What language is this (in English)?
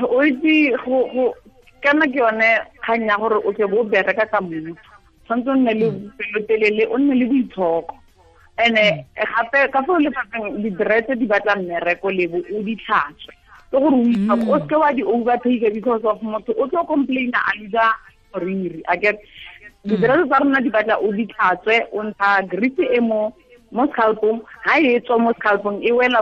Tswana